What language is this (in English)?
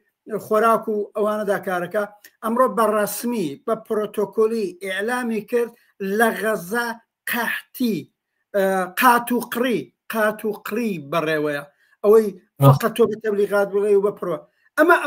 Central Kurdish